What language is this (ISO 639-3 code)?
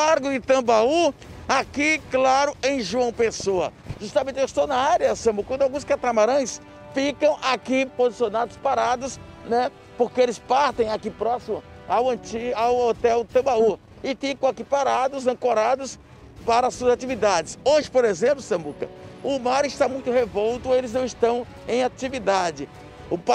por